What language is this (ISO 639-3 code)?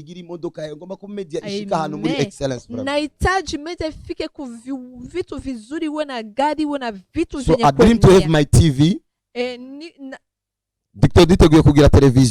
run